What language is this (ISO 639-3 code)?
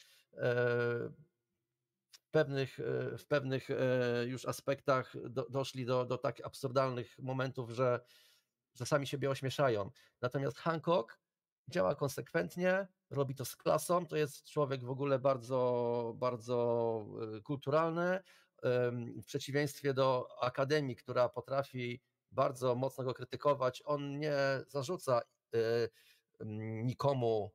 pol